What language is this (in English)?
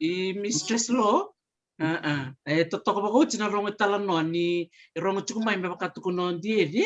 Fijian